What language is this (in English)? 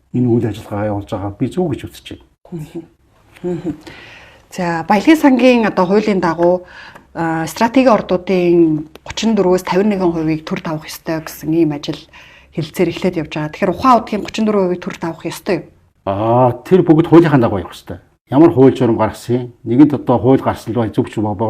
Mongolian